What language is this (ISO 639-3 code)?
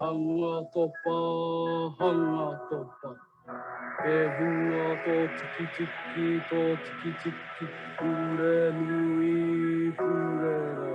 mri